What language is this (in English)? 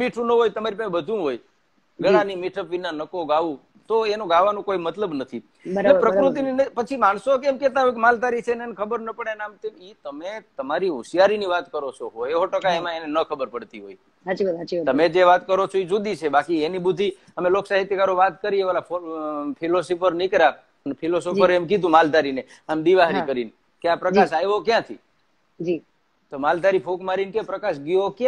Gujarati